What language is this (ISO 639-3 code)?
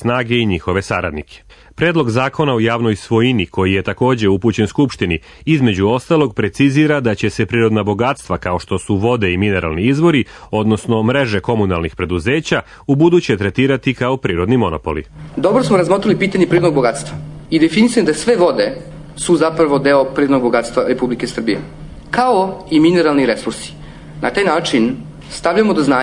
srp